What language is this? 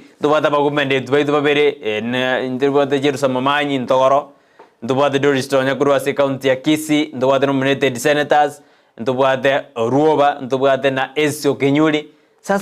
Gusii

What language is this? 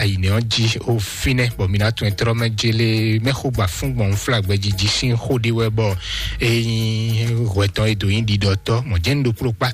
Fon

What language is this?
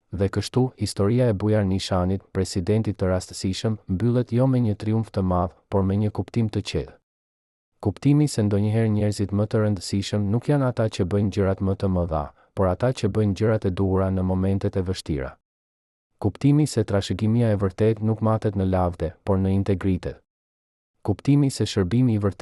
Albanian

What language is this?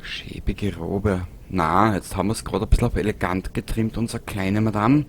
Bavarian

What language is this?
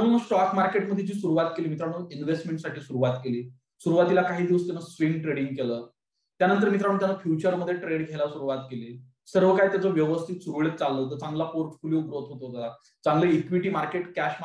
Marathi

